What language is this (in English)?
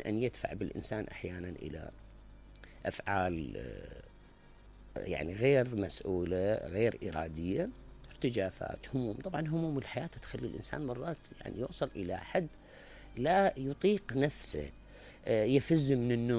Mesopotamian Arabic